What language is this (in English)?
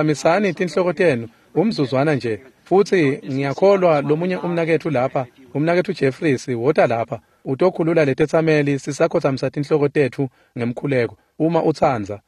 Swati